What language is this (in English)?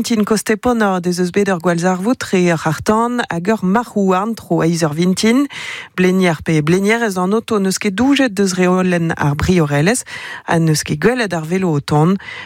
Breton